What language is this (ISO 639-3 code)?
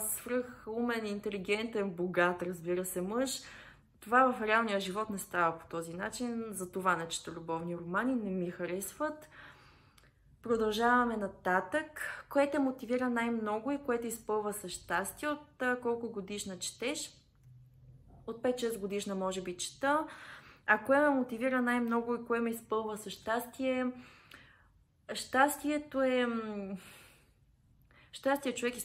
bul